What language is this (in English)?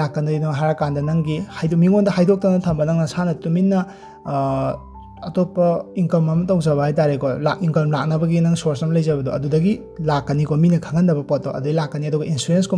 Manipuri